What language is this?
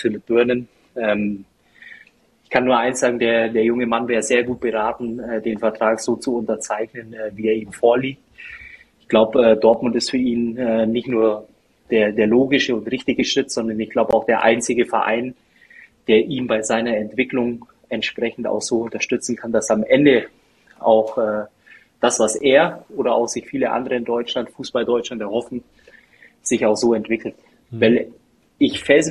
German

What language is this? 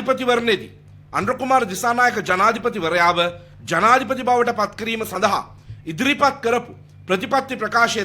Sinhala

